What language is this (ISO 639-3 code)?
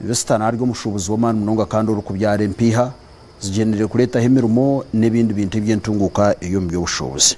nyn